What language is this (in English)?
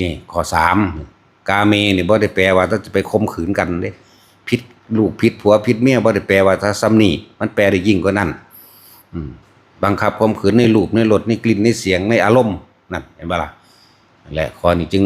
Northeastern Thai